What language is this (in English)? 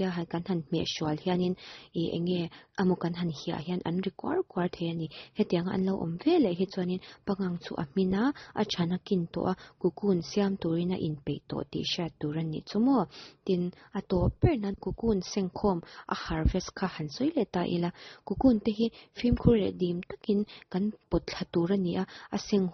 Mizo